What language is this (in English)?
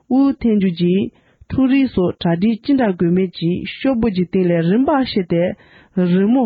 Tibetan